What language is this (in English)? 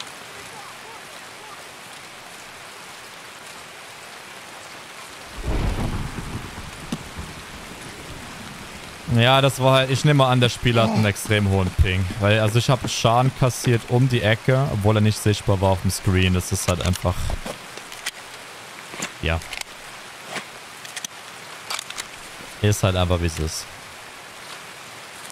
German